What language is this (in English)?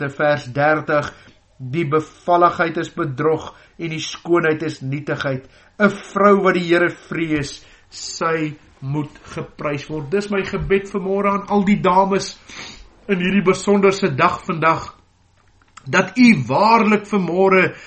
Afrikaans